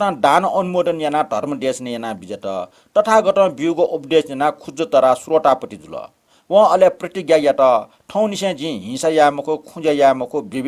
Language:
Newari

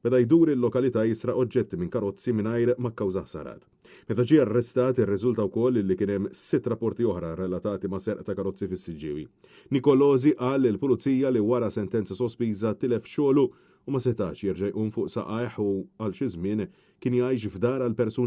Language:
Maltese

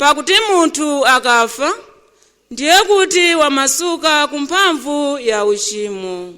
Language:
Nyanja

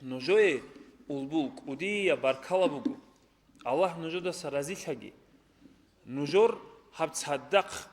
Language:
Avaric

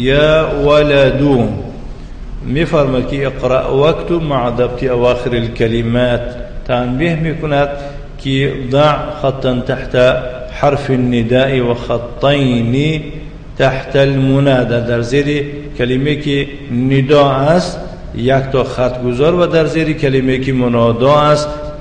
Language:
Tajik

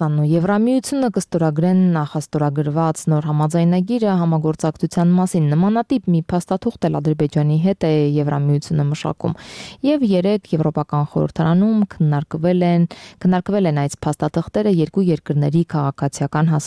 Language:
Armenian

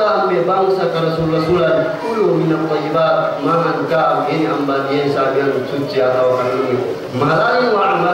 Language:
Yakan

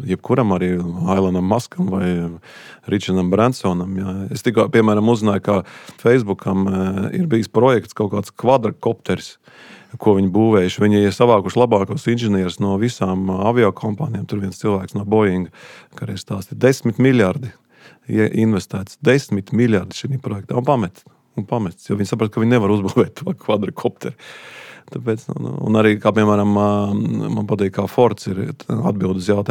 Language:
Latvian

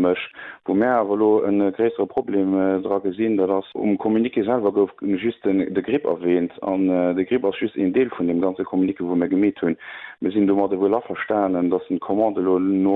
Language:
Luxembourgish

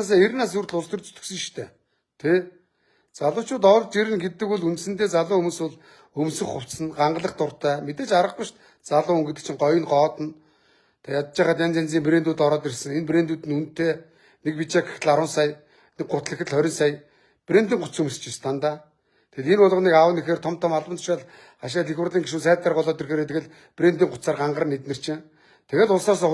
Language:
Mongolian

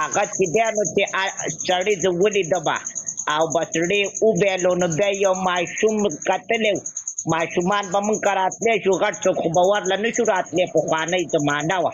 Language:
Pashto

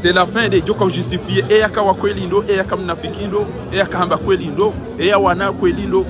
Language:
Ngazidja Comorian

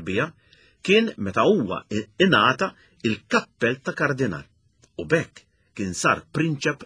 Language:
Maltese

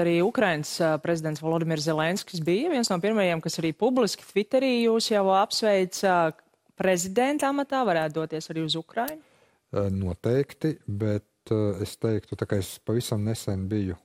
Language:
Latvian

